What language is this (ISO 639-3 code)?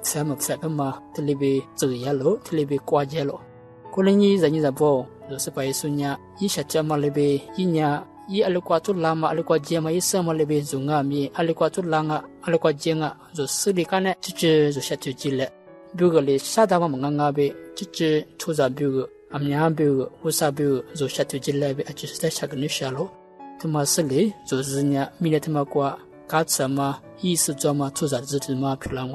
lis